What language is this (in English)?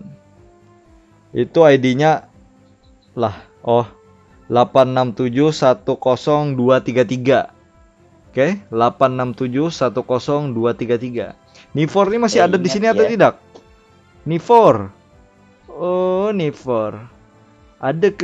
Banjar